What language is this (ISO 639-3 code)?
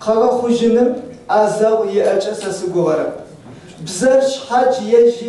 ady